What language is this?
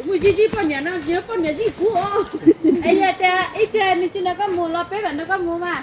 Hmong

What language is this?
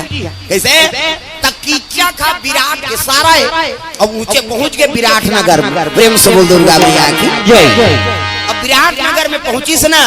Chhattisgarhi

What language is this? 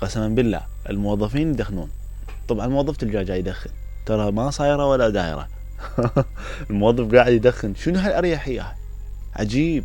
Mesopotamian Arabic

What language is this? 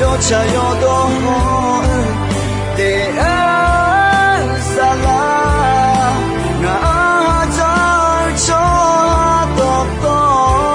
Akha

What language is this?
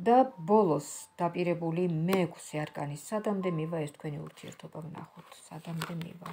Georgian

